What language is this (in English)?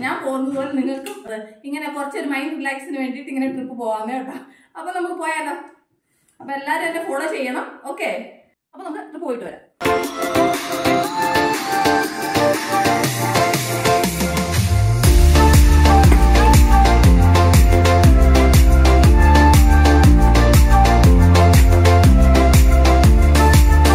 Malayalam